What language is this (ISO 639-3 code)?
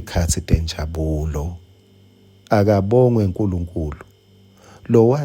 ssw